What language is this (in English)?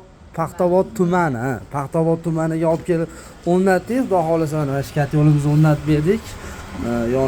Uzbek